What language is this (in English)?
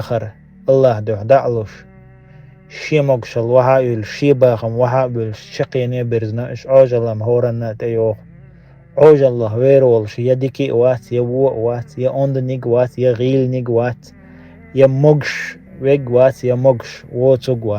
Chechen